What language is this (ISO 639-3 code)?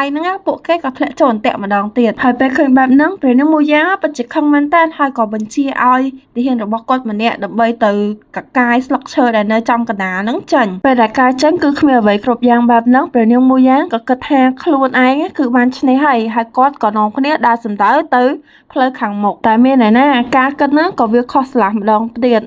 khm